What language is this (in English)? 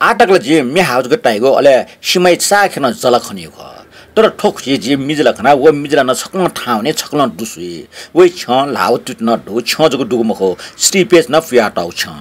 Newari